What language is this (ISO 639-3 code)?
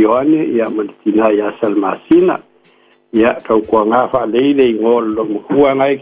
smo